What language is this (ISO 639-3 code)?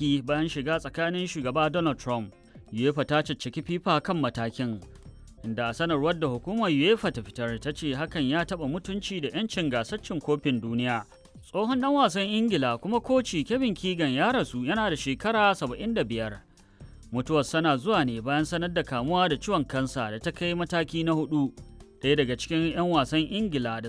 hau